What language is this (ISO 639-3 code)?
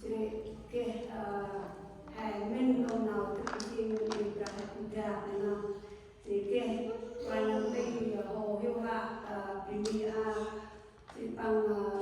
cmo